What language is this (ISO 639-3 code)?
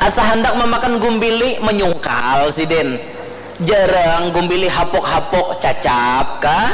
bjn